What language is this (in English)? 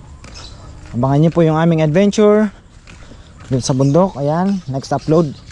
Filipino